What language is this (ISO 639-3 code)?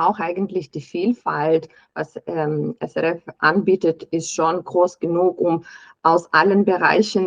gsw